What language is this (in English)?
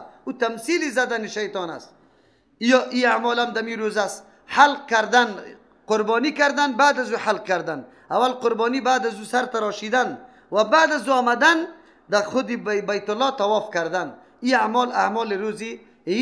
Persian